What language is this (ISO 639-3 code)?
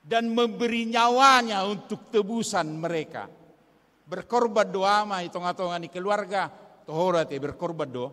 bbc